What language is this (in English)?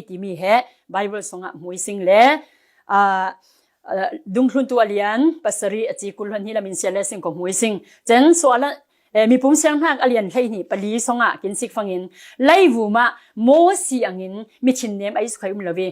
Falam Chin